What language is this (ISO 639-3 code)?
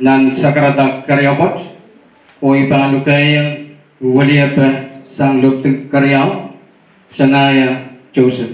pon